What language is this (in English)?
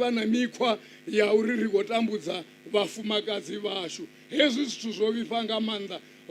Venda